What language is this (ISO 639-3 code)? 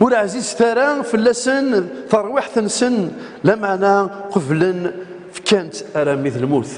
kab